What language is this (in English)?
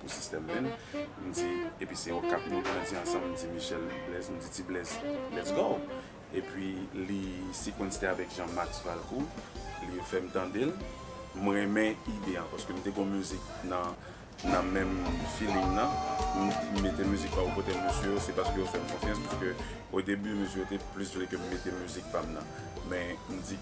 Haitian Creole